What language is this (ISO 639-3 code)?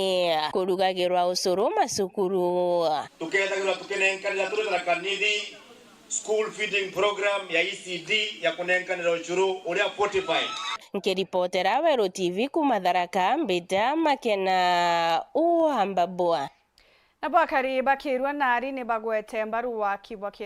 mer